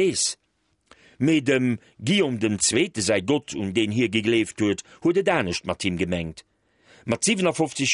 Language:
Luxembourgish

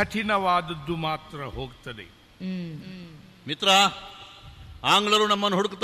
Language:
Kannada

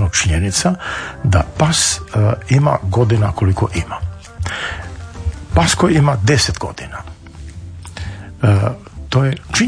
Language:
Croatian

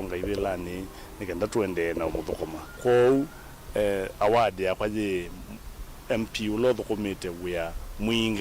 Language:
Kamba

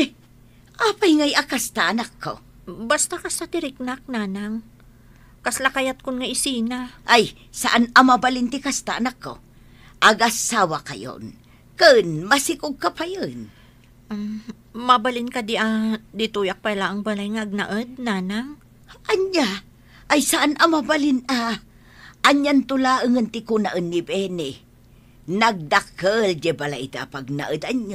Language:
Iloko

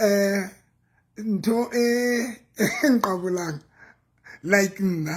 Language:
Southern Sotho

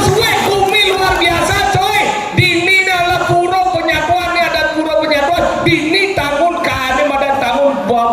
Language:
Balinese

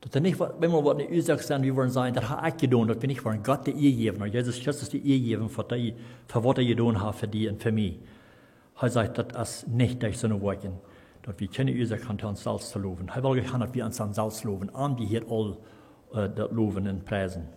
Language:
Plautdietsch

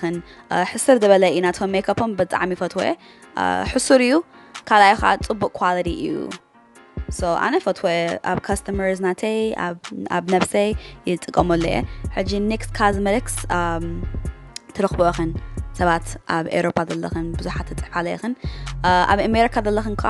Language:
Tigrinya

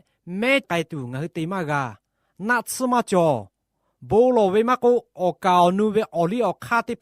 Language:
Lahu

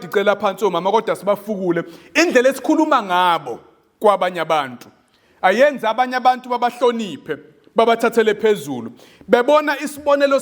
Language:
Zulu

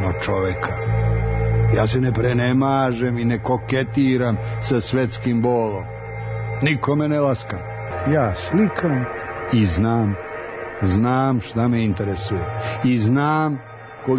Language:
Serbian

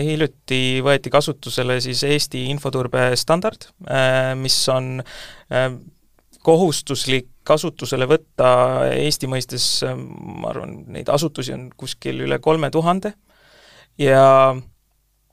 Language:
Estonian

